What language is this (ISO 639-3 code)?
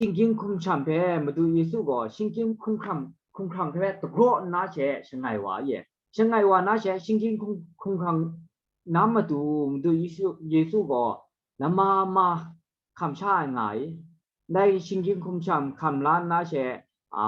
kac